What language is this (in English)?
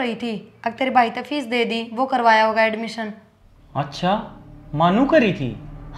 Haryanvi